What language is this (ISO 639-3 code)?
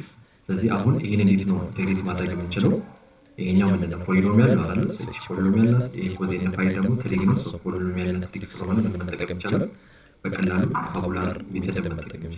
amh